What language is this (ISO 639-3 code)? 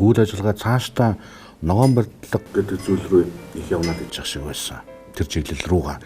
mon